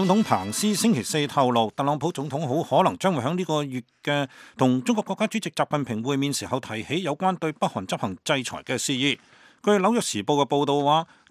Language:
Cantonese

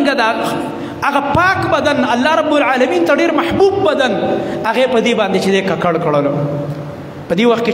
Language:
Pashto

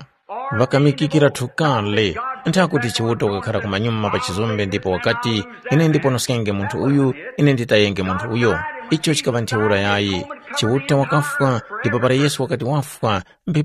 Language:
Tumbuka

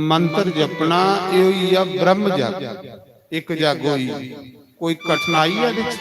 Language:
Dogri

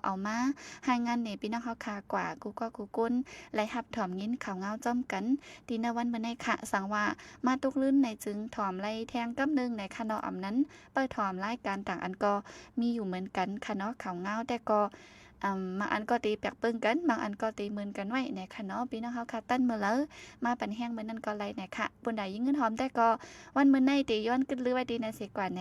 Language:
Shan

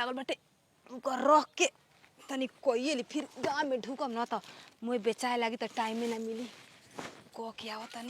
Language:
Bhojpuri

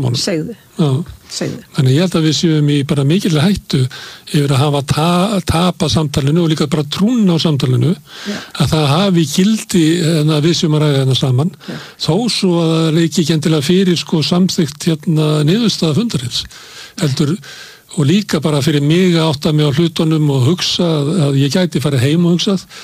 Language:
Icelandic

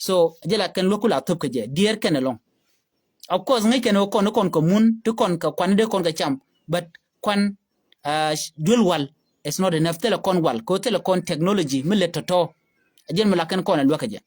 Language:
Nuer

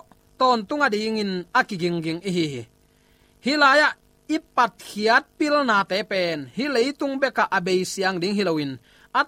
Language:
Tedim Chin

